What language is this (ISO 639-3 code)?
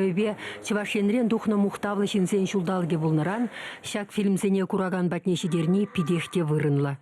chv